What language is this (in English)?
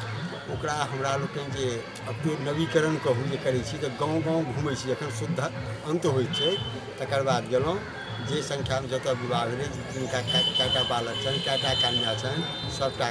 Maithili